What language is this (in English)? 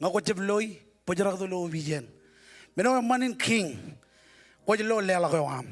Marshallese